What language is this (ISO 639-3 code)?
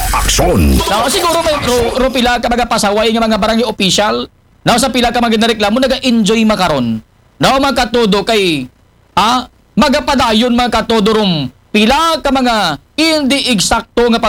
akl